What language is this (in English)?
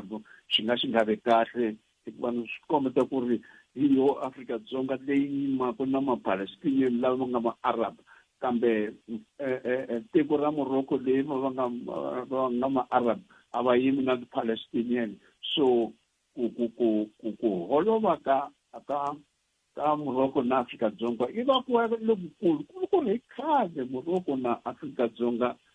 Tsonga